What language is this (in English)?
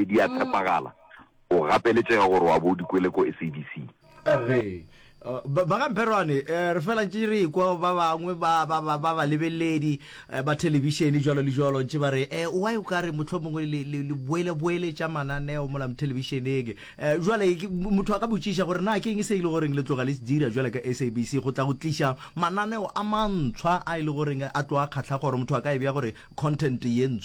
Northern Sotho